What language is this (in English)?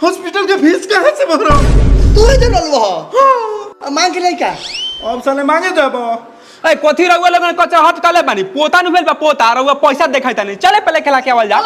Magahi